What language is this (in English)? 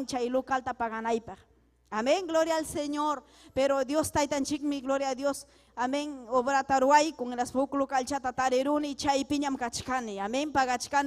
Ayacucho Quechua